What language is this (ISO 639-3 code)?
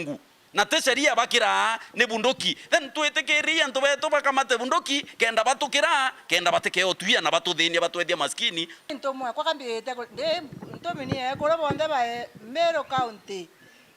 mer